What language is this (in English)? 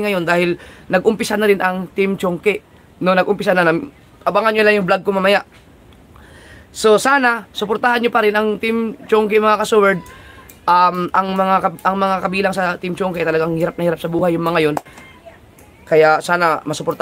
Filipino